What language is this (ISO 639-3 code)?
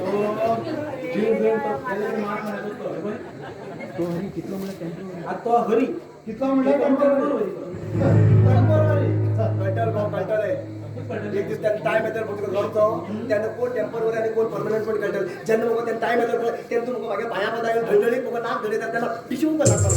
kok